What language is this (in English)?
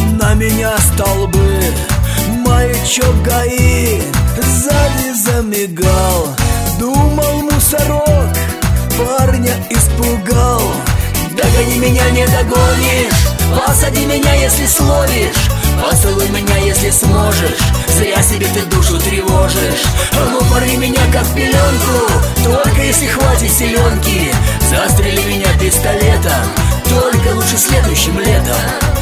Russian